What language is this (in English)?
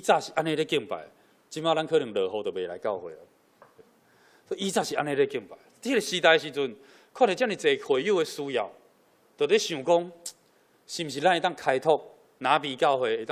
Min Nan Chinese